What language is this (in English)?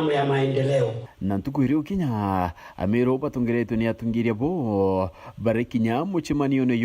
Meru